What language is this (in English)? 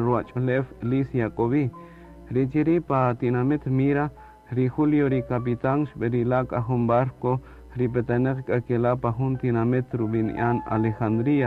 Kaqchikel